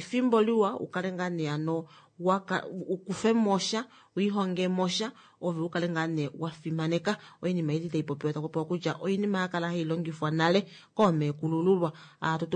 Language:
Kuanyama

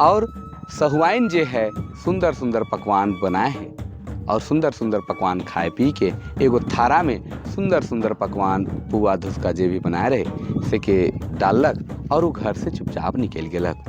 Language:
Sadri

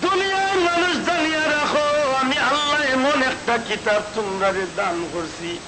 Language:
Sylheti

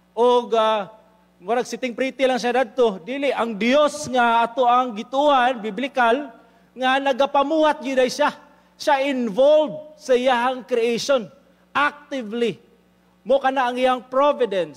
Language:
Cebuano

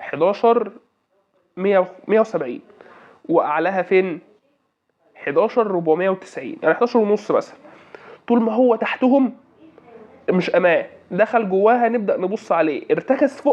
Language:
Egyptian Arabic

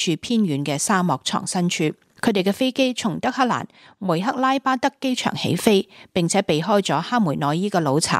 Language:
Cantonese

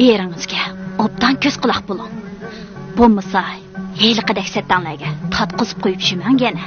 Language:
Uyghur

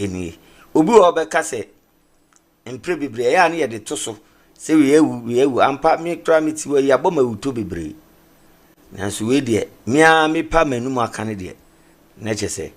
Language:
Akan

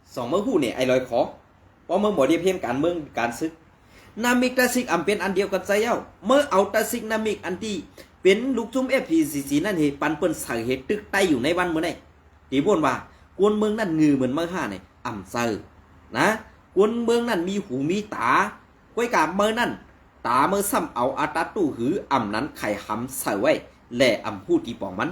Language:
Shan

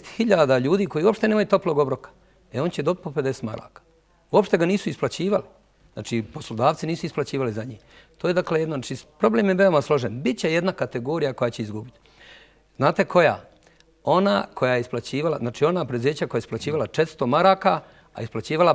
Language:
Bosnian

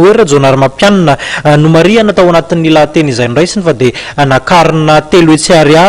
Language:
Malagasy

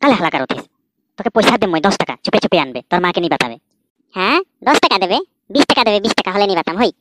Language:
Sadri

